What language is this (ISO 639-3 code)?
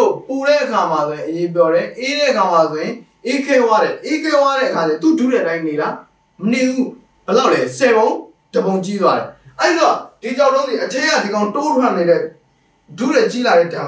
mya